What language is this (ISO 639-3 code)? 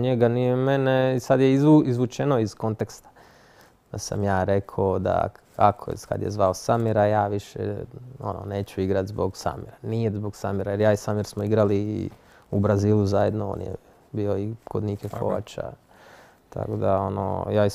hrv